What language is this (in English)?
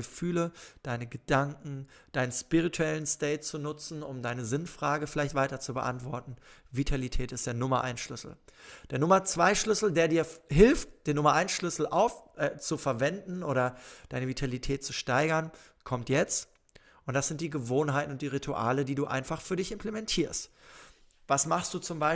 German